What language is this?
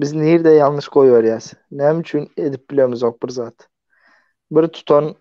Turkmen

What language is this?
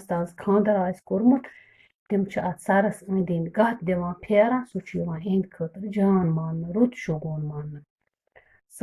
Kashmiri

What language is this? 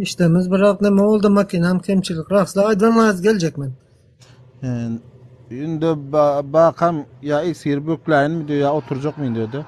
Turkmen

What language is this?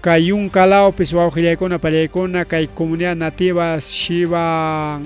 Ayacucho Quechua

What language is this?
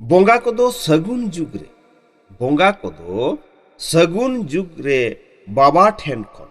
Santali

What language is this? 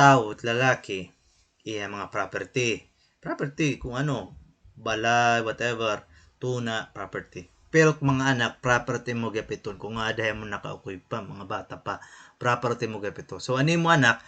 Waray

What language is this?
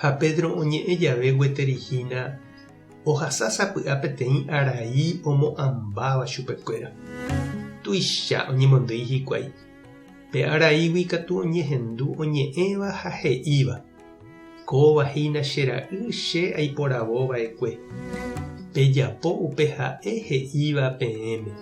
Guarani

